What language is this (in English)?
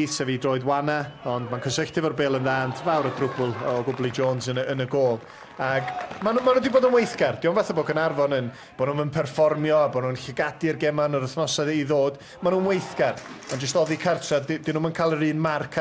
Welsh